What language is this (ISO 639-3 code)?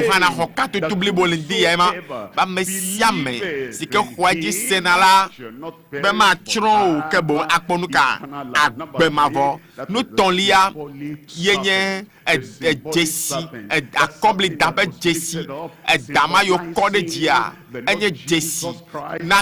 ewe